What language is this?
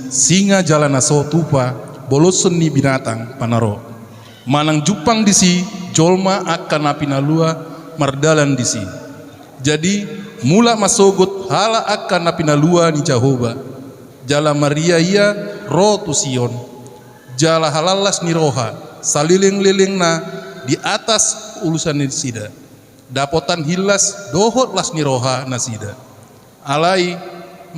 Batak Toba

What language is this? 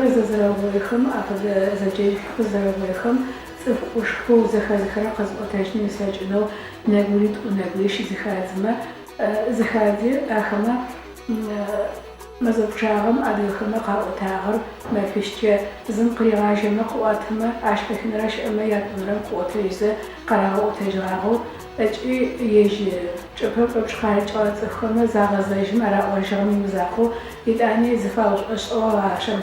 Adyghe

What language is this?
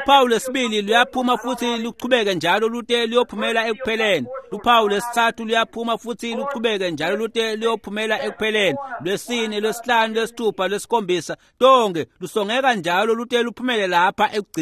Swati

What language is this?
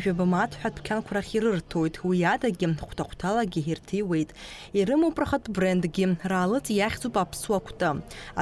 Abkhazian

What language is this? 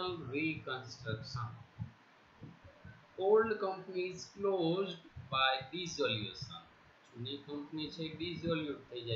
Gujarati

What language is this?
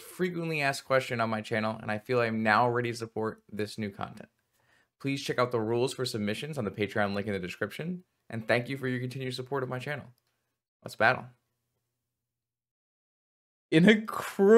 English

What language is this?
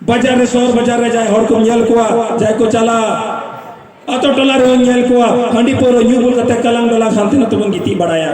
Santali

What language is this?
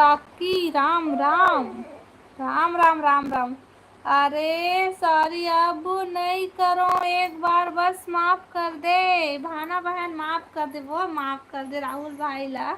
Chhattisgarhi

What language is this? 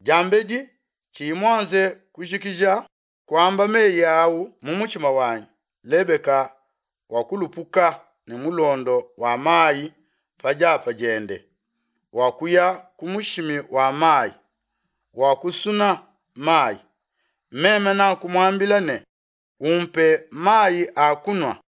Luba-Lulua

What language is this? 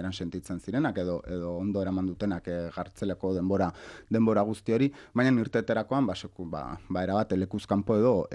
Basque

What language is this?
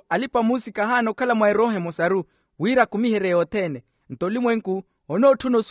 Makhuwa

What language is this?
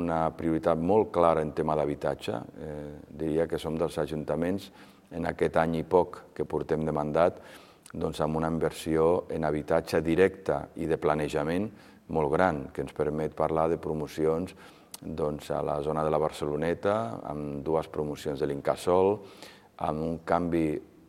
Catalan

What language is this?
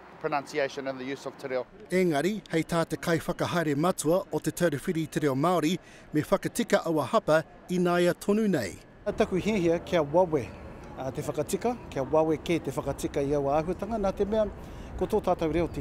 Māori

